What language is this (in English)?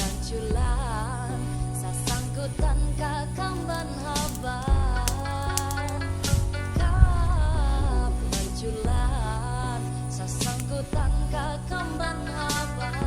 Banjar